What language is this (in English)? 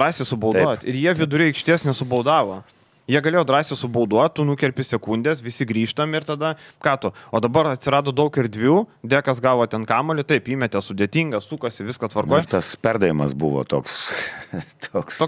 Lithuanian